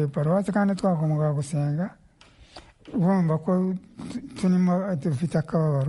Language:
Kinyarwanda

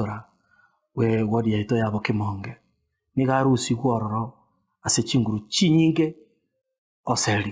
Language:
Gusii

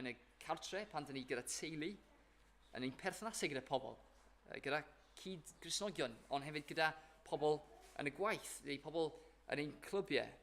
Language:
Welsh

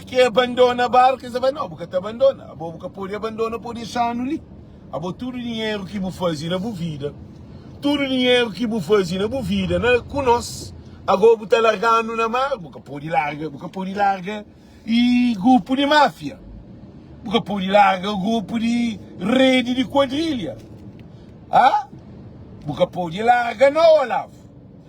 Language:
Kabuverdianu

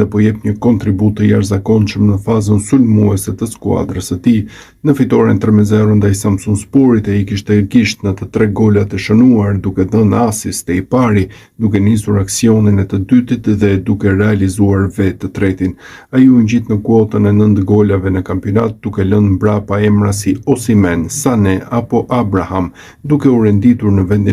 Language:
Albanian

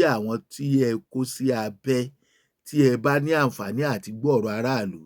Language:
Yoruba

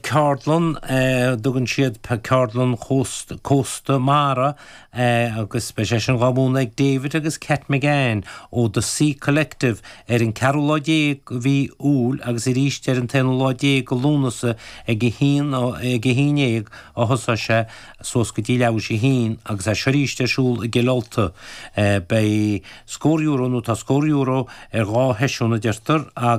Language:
Irish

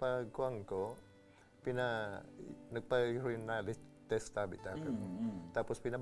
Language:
Bikol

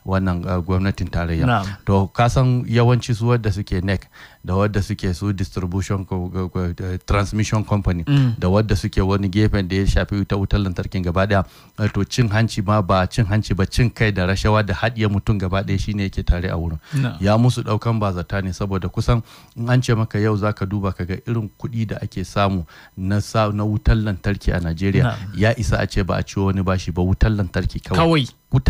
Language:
Hausa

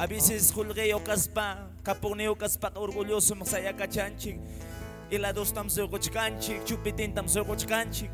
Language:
Quechua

